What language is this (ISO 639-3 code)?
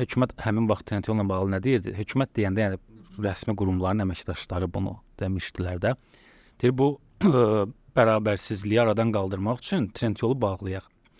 aze